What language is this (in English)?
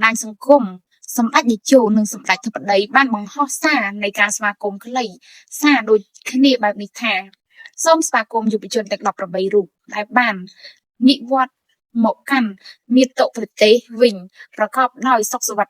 Khmer